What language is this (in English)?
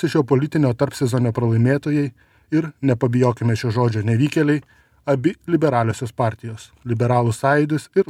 Lithuanian